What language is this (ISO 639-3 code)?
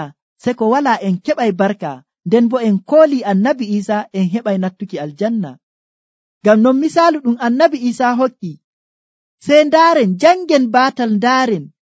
fuv